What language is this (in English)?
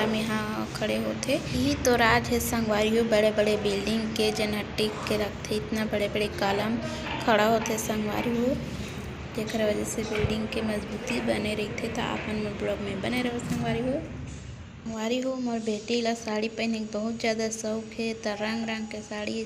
Chhattisgarhi